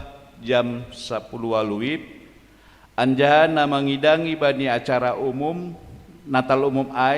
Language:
Batak Simalungun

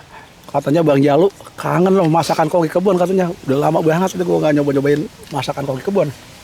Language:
Betawi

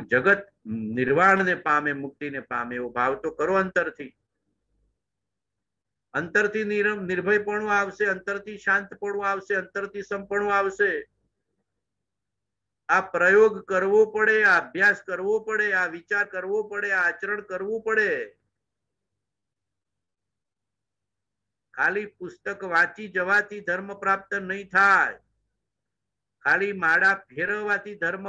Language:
Gujarati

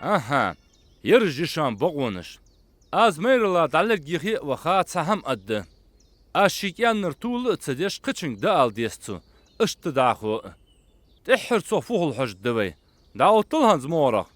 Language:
Ingush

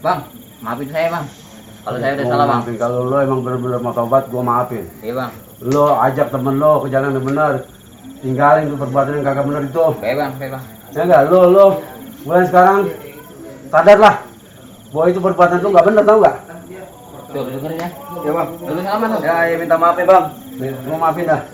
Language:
Betawi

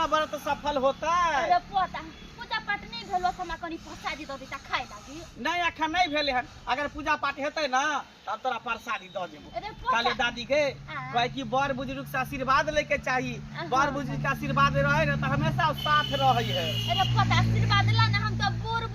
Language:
Maithili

